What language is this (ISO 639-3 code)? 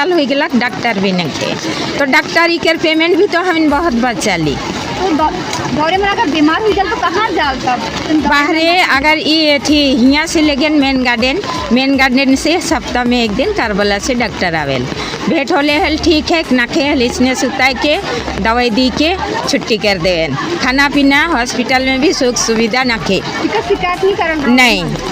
sck